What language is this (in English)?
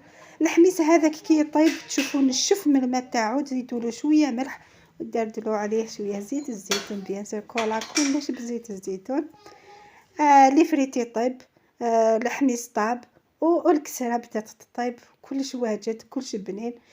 Algerian Arabic